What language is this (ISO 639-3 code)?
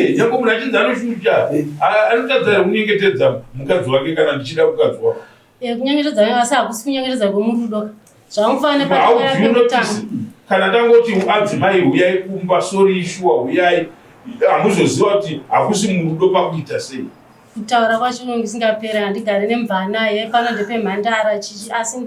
sna